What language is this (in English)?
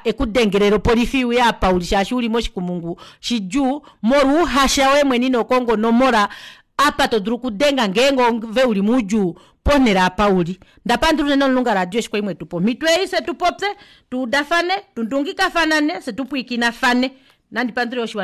Kuanyama